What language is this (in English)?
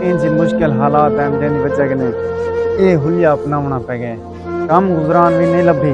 Saraiki